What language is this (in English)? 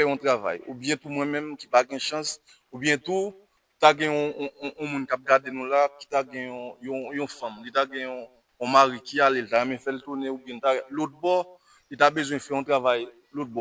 Haitian Creole